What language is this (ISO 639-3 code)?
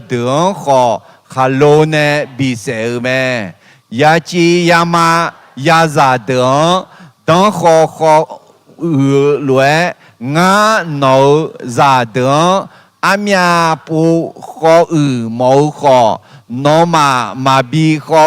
ahk